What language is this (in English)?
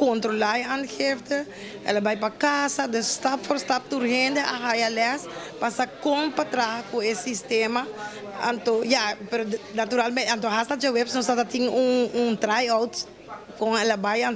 Papiamento